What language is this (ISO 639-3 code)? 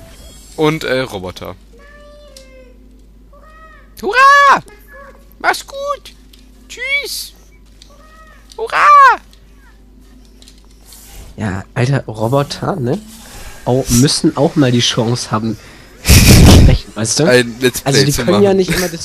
deu